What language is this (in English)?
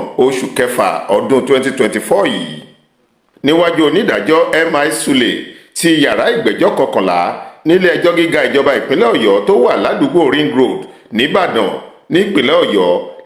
Yoruba